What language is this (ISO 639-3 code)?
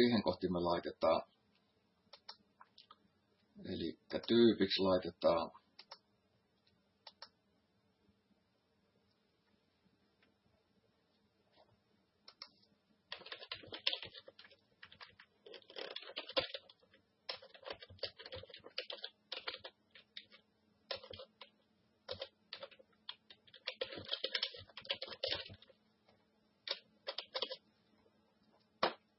fin